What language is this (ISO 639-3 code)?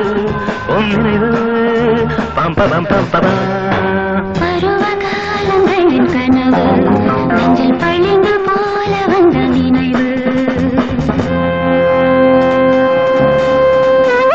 tam